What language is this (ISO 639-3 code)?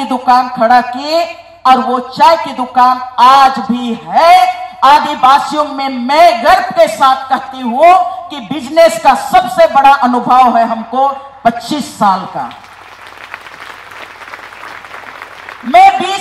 hin